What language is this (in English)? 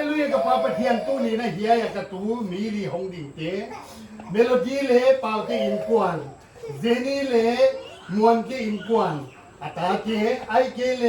Paite Chin